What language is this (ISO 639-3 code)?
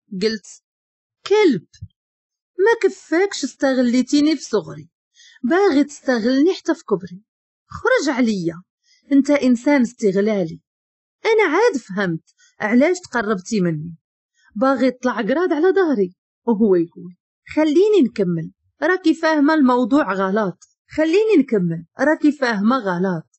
ary